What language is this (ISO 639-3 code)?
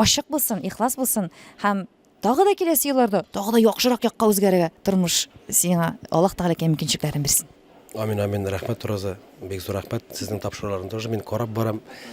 tat